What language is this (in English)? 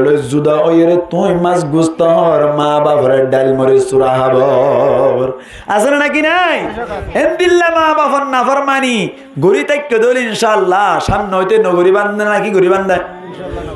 Rohingya